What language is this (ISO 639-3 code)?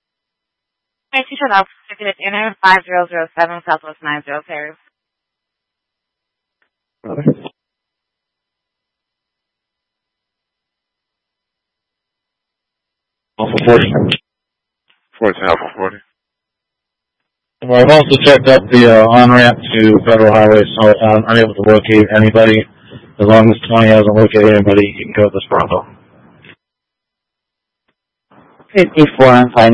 eng